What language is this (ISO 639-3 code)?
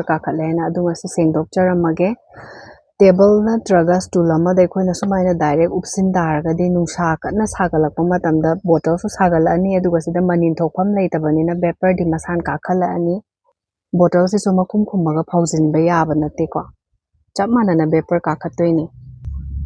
mni